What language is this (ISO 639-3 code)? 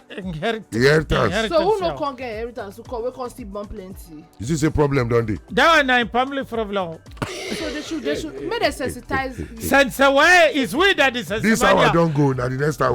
pcm